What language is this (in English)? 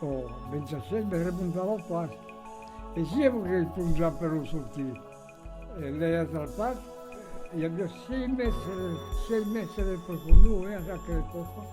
Occitan